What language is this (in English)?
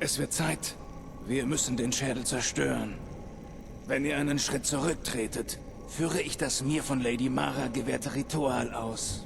Bavarian